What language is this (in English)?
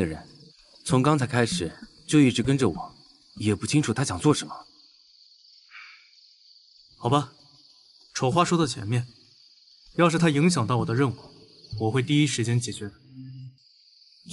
Chinese